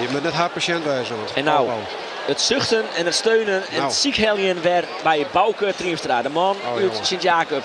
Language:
Western Frisian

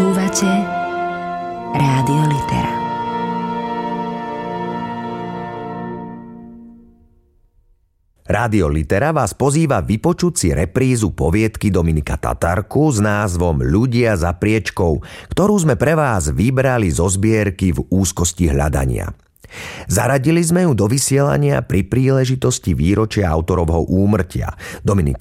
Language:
Slovak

